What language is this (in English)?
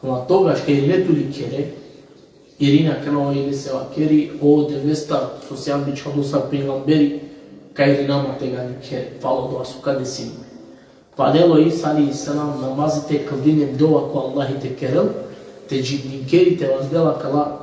Balkan Romani